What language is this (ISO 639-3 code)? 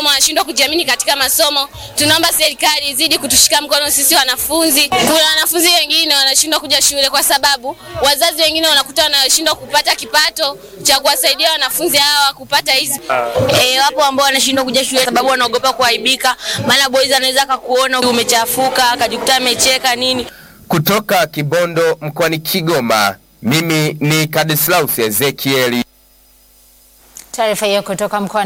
swa